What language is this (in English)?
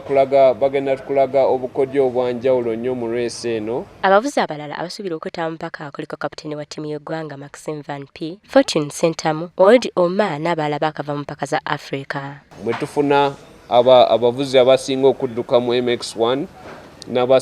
Ganda